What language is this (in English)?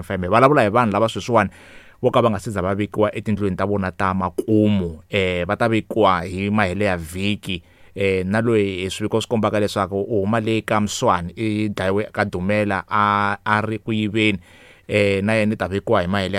Tsonga